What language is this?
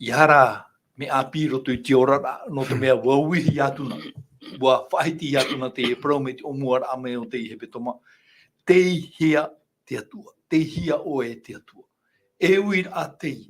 Tahitian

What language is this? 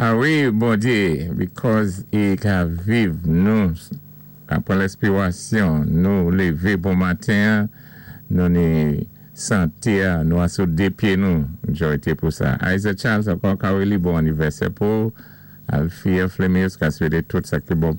Saint Lucian Creole French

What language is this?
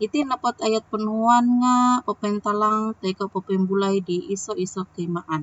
Central Dusun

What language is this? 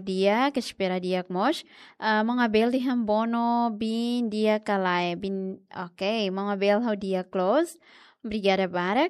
Tetum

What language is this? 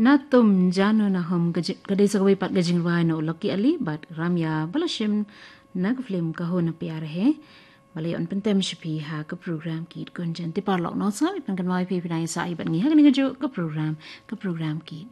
Khasi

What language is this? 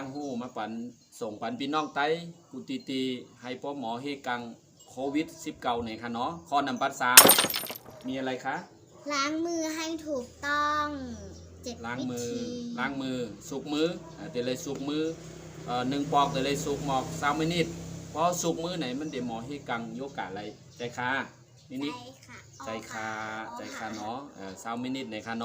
Shan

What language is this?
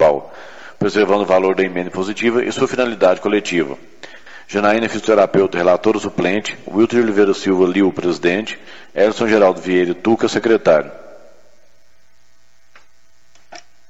Portuguese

